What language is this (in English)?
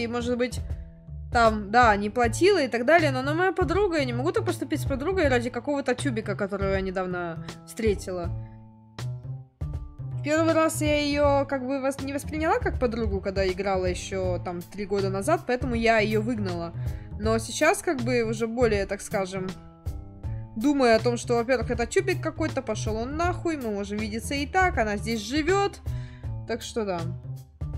Russian